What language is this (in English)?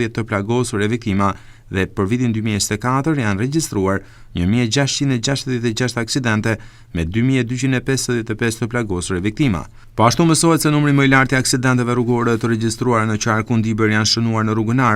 Albanian